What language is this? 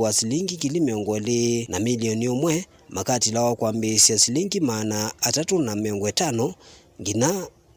Kamba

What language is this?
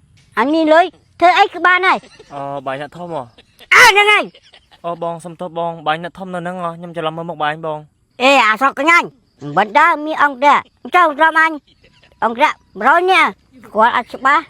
Khmer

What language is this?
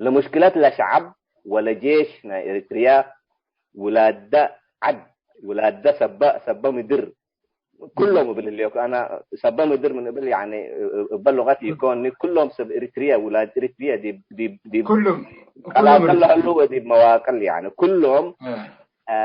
Tigre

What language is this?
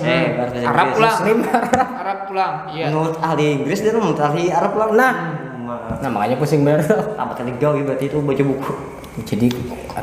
Banjar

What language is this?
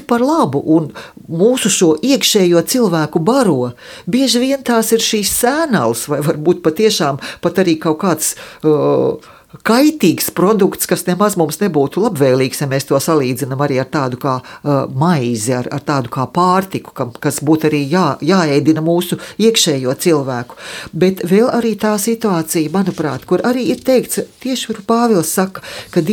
Latvian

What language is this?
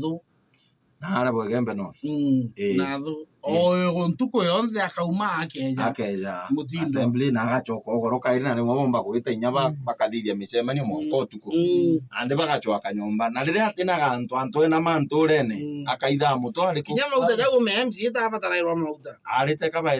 Meru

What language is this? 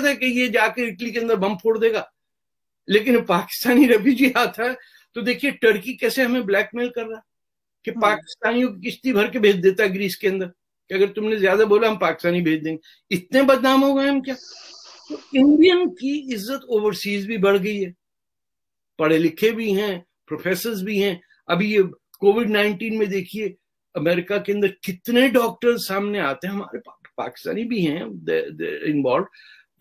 Urdu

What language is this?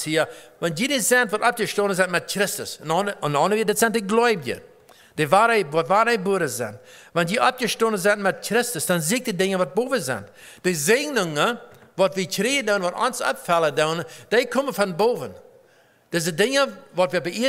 Plautdietsch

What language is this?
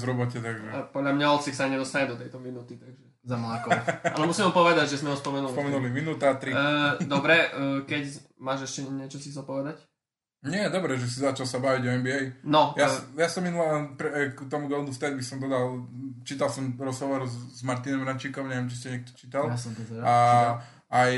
Slovak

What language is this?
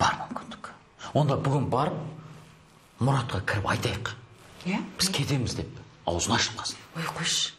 Kazakh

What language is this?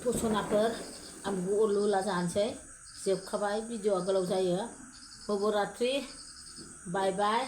Bodo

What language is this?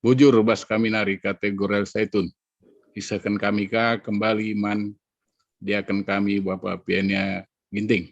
Batak Karo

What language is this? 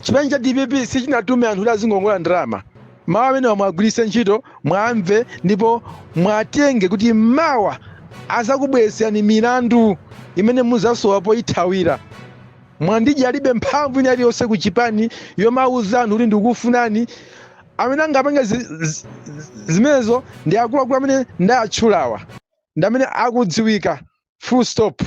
Nyanja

